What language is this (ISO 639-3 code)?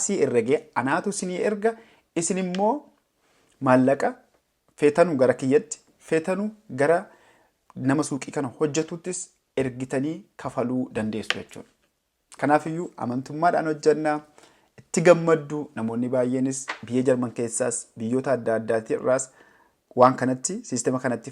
orm